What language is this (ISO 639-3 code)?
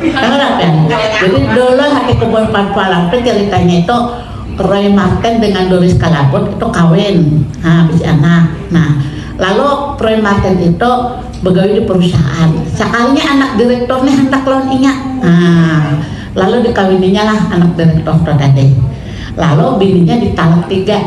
bjn